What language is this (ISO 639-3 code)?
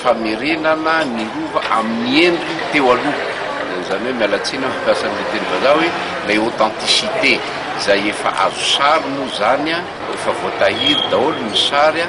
mlg